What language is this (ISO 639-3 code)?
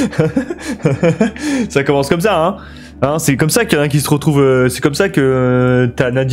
fra